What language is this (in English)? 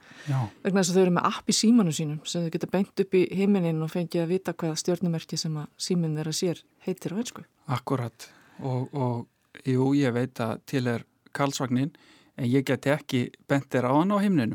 Icelandic